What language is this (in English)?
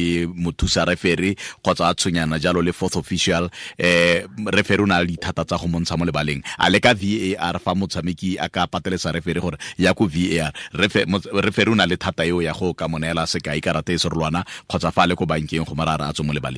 Tswana